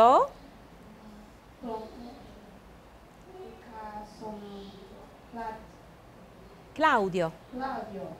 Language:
Chinese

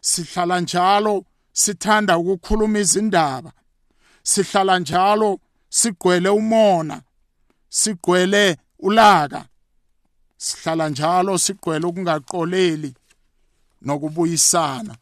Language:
South Ndebele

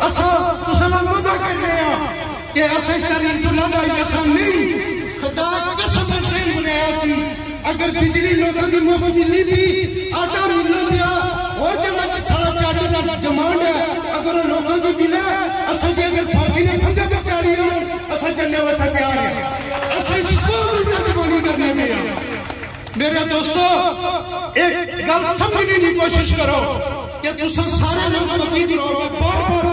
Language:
Pahari-Potwari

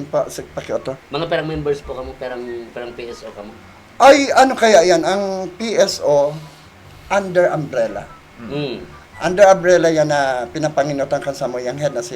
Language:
Bikol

